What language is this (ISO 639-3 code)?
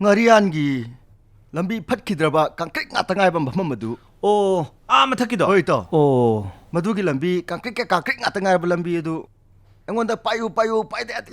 mni